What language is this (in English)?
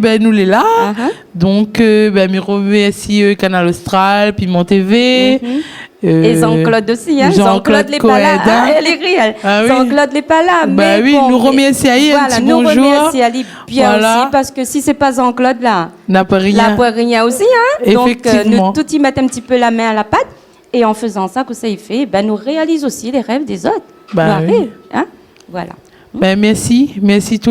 Réunion Creole French